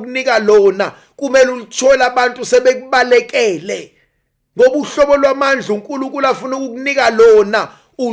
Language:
Zulu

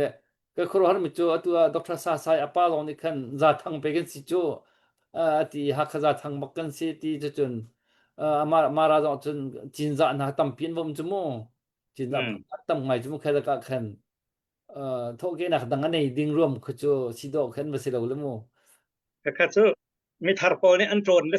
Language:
Hakha Chin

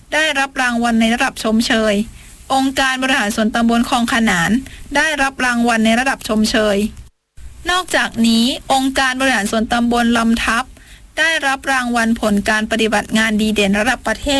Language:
Thai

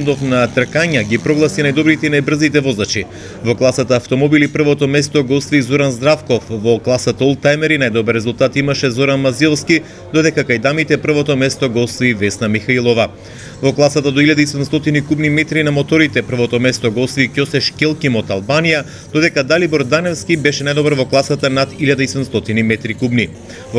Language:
Macedonian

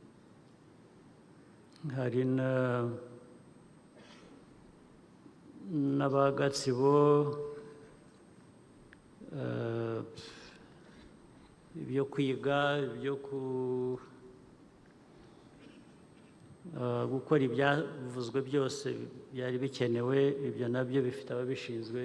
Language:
Kinyarwanda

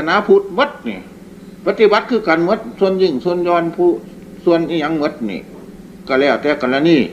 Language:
Northeastern Thai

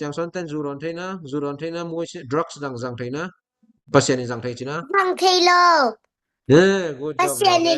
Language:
Tedim Chin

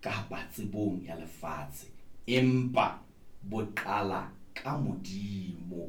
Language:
Southern Sotho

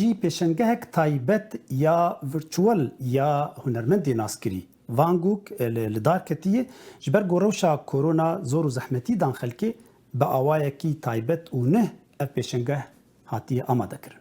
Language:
Kurdish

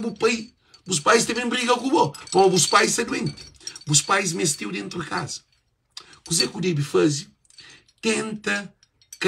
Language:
Kabuverdianu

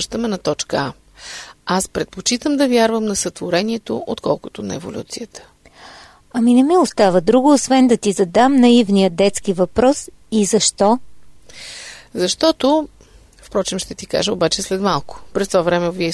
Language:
Bulgarian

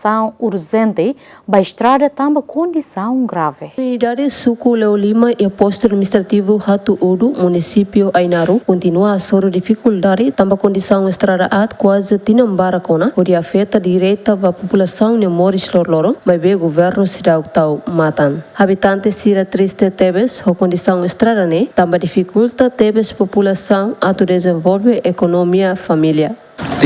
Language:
Tetum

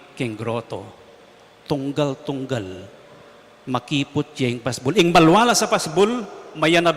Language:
Pampanga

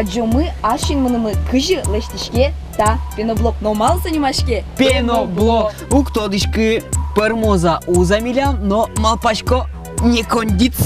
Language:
Udmurt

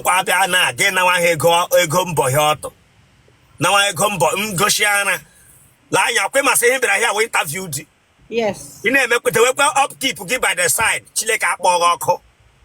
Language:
Igbo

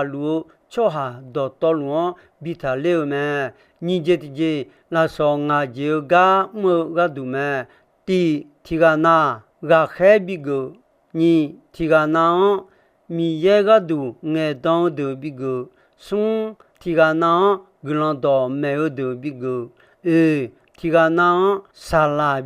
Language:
Akha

